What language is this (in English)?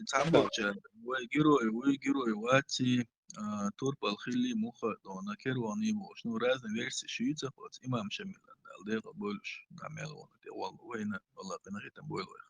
Chechen